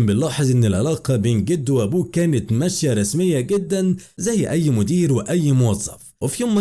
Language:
Egyptian Arabic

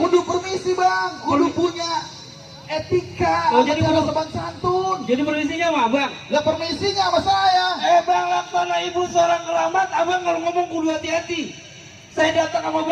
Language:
Betawi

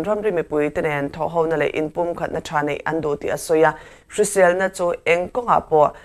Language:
Mizo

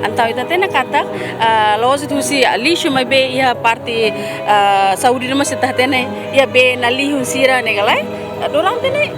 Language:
Tetum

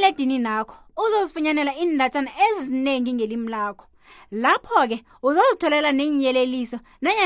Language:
South Ndebele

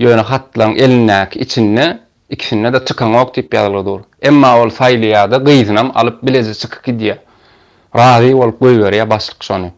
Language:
Turkmen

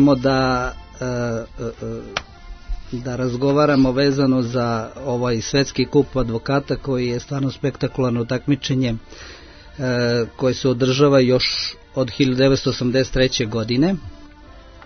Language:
Serbian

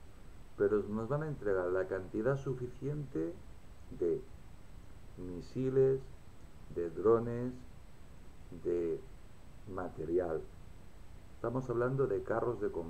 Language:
Spanish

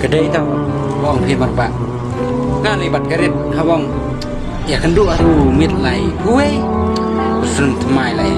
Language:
Khasi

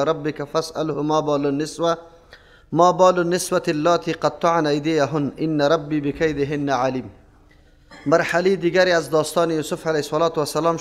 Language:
Persian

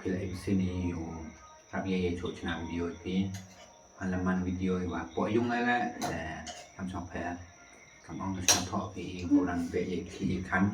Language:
Khasi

